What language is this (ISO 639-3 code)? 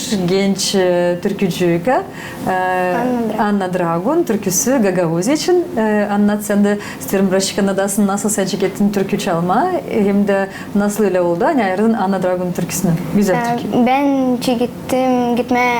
gag